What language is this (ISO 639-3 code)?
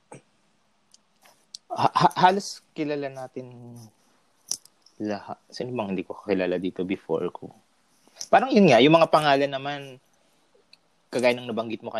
fil